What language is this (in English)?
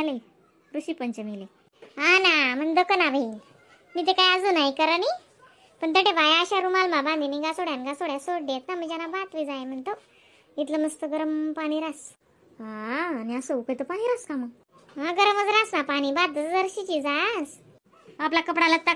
Khandesi